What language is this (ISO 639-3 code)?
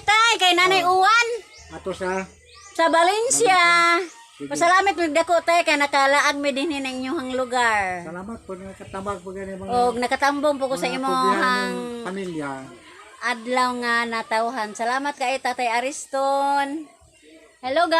ceb